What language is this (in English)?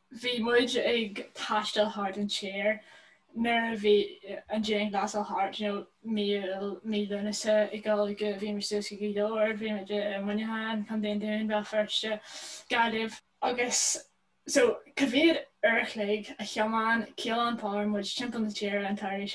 Irish